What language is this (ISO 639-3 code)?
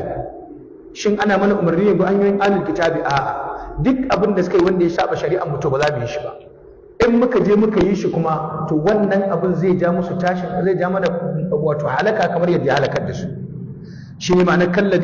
hau